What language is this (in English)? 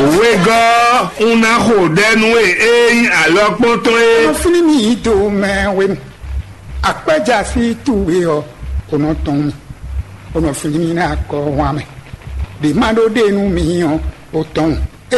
Fon